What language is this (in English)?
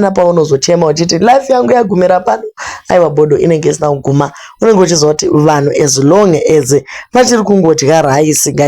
Shona